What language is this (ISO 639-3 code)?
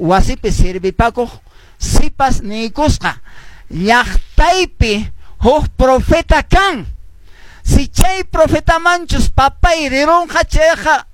que